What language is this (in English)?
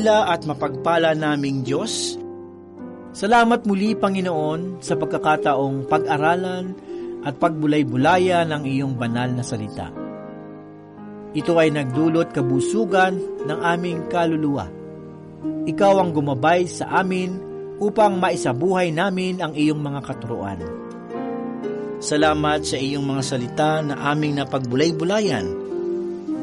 Filipino